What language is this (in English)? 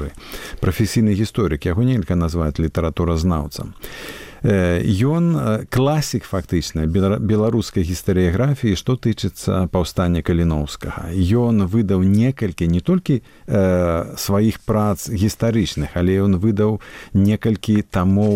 Belarusian